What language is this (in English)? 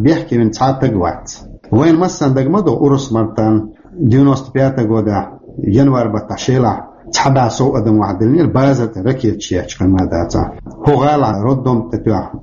Chechen